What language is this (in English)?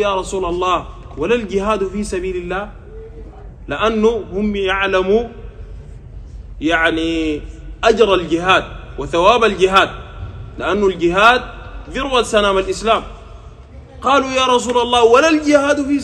Sudanese Arabic